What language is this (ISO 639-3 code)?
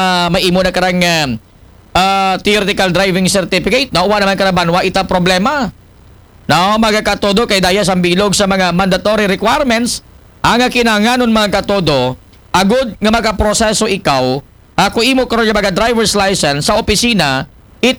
akl